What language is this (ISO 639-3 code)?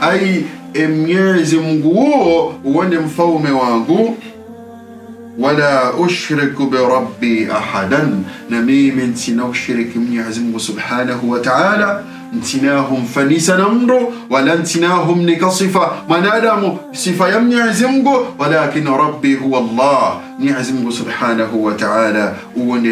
swa